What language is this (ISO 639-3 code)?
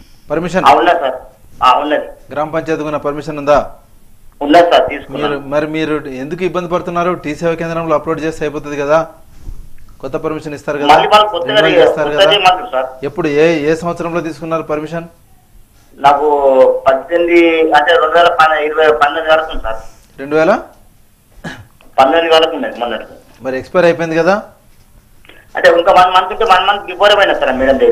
tel